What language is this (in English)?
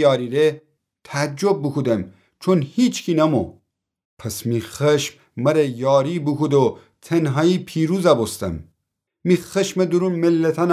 Gilaki